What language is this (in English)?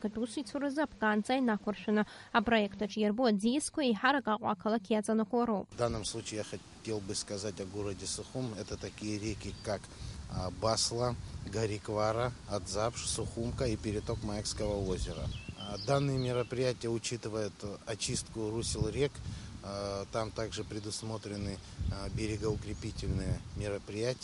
Abkhazian